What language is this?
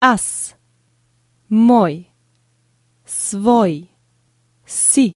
Latvian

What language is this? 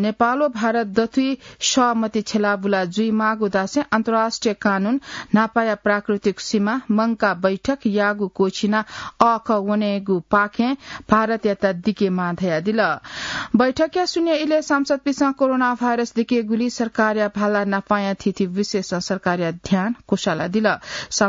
Newari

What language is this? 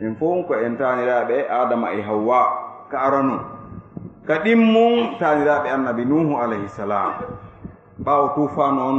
Fula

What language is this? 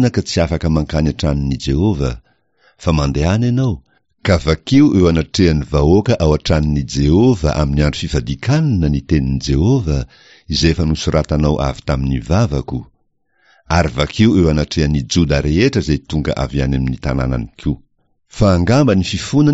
Malagasy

